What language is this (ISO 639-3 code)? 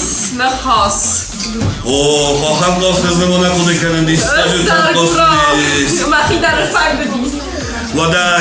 oss